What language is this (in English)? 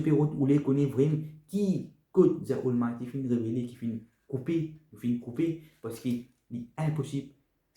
Morisyen